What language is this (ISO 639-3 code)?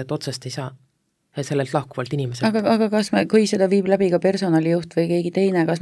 est